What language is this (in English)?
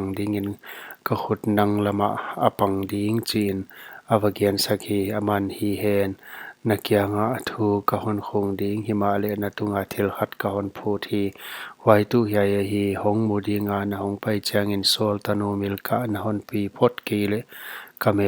Paite Chin